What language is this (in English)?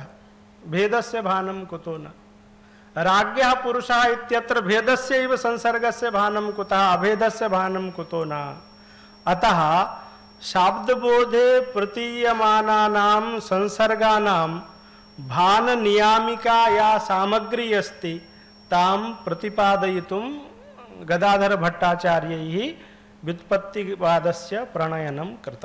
Sanskrit